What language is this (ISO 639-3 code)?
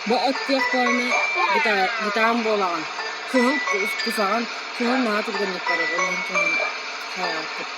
sah